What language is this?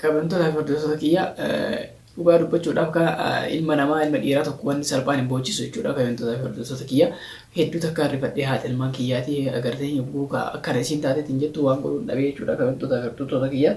Oromo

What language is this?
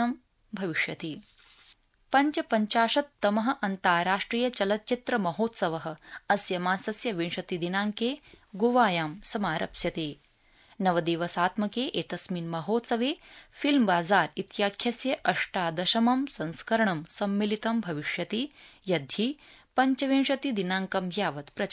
Sanskrit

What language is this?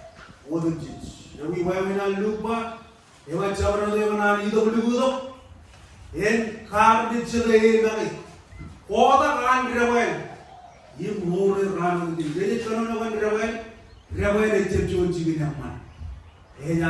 Marshallese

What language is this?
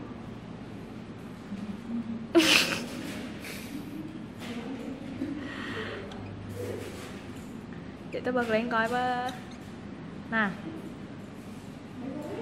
Vietnamese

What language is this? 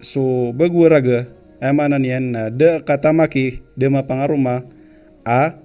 Maranao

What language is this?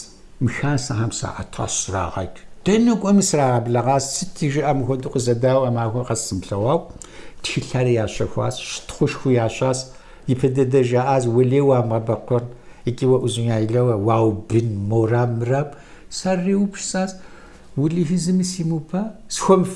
Kabardian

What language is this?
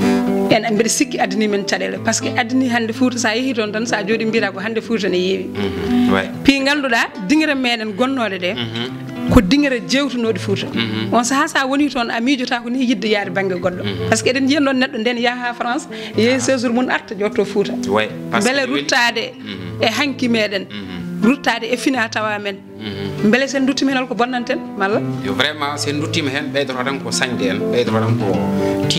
Fula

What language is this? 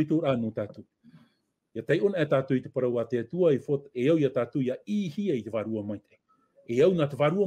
Tahitian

